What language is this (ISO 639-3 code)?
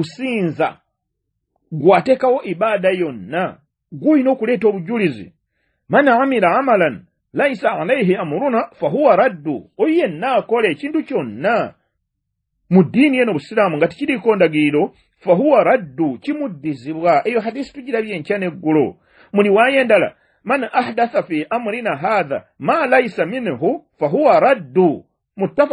lug